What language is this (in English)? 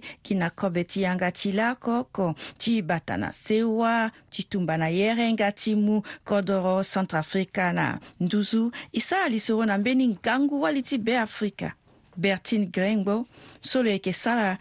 Sango